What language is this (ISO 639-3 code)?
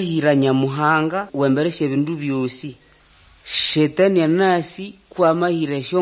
nnb